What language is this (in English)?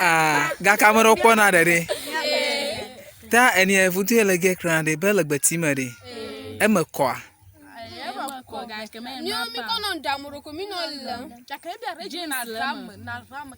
Ewe